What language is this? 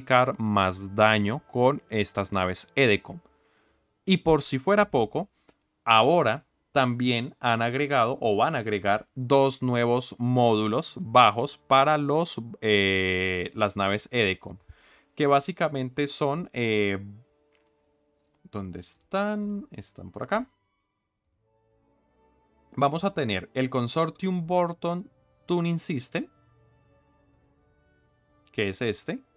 Spanish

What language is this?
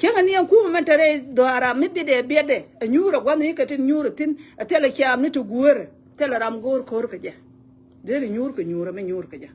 Nuer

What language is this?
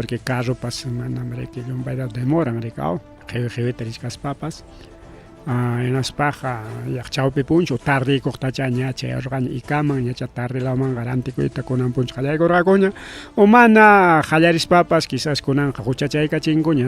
Ayacucho Quechua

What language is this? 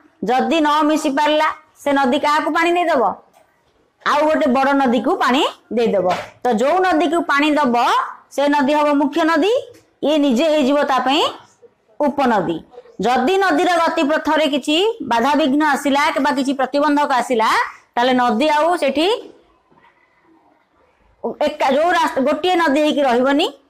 Odia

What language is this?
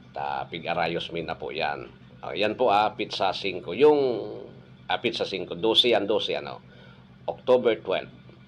Bikol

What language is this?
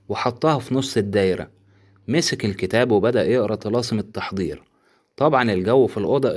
Egyptian Arabic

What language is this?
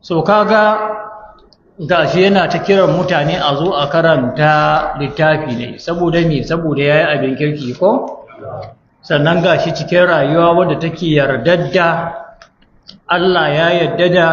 Hausa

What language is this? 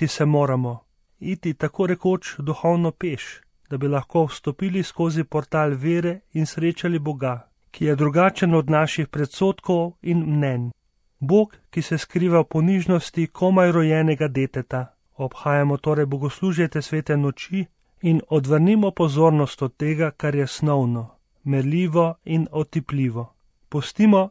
Slovenian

